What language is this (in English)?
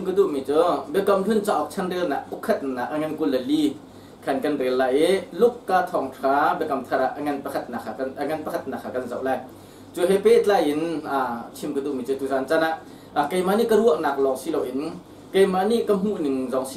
Hakha Chin